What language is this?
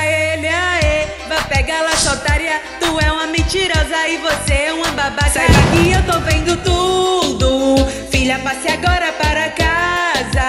Portuguese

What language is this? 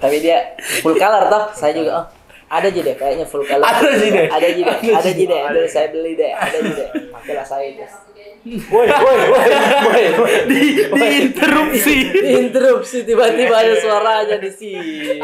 Makassar Malay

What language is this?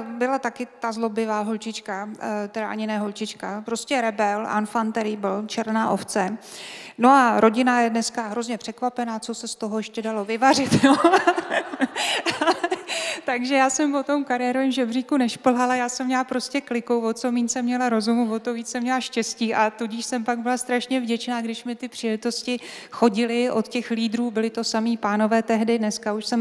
Czech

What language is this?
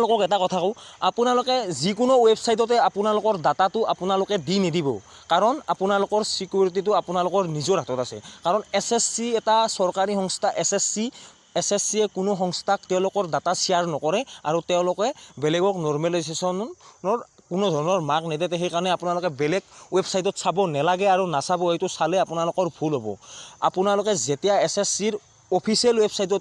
Assamese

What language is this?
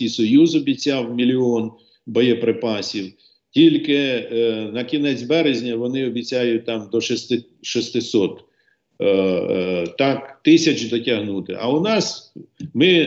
Ukrainian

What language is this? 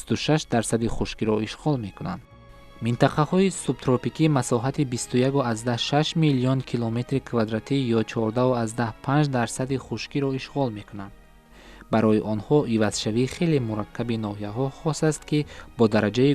Tajik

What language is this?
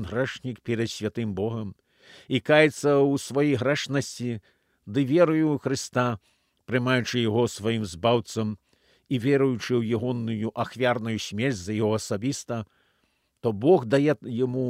Belarusian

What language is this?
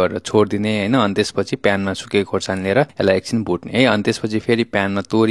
Nepali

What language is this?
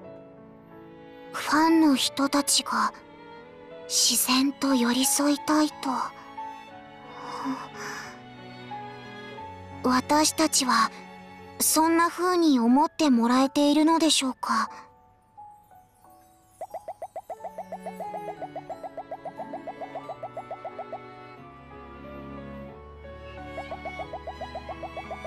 Japanese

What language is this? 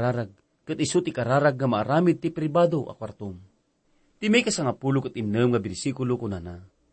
Iloko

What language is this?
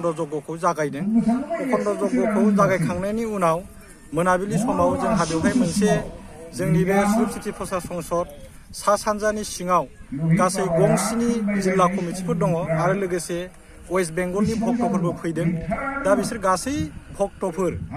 Bodo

